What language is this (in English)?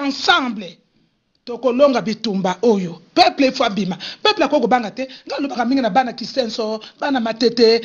Lingala